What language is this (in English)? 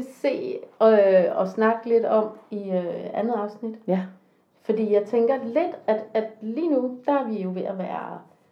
Danish